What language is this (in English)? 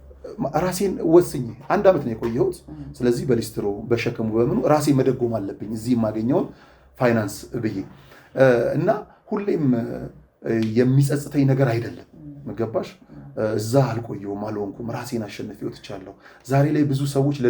Amharic